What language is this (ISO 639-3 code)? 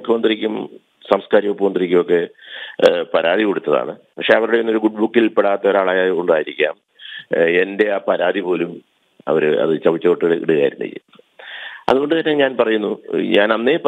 mal